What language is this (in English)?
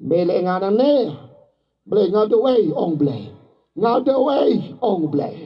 Khasi